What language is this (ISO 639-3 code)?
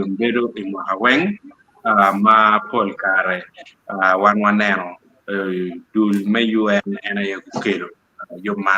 ach